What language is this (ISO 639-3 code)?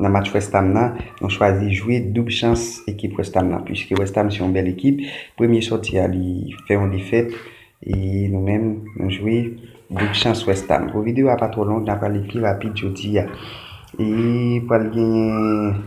hat